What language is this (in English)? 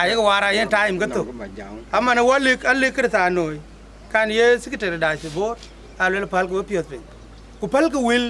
Dinka